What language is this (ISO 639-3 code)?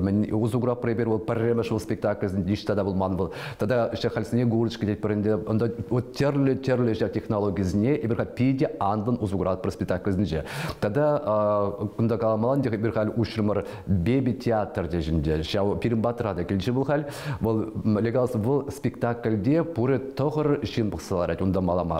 chv